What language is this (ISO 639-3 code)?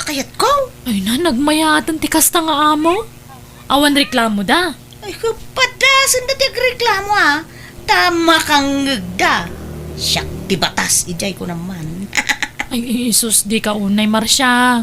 ilo